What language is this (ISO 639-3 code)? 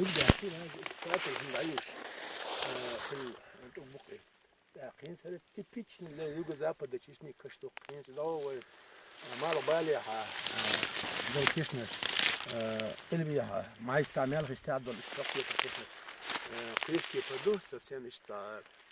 che